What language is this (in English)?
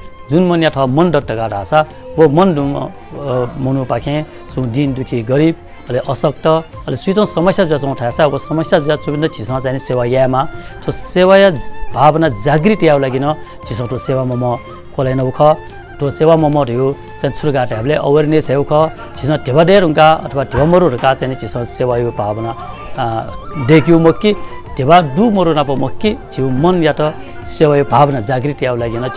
Newari